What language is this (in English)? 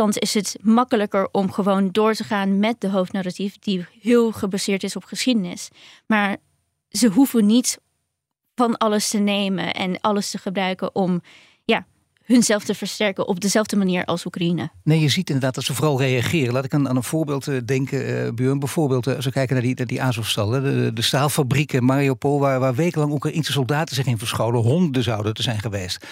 Dutch